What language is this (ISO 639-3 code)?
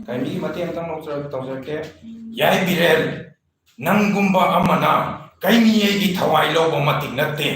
mni